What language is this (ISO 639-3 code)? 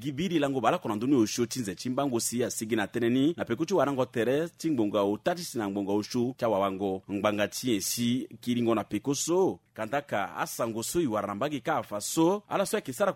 sag